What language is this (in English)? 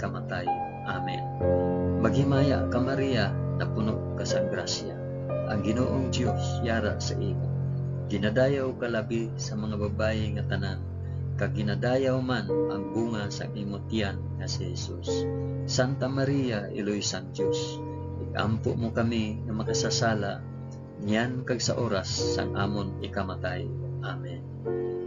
Hiligaynon